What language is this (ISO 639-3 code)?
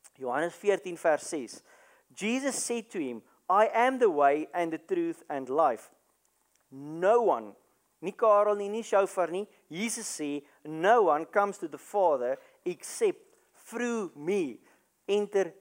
afr